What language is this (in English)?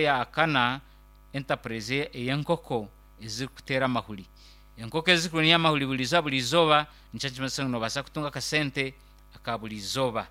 Nyankole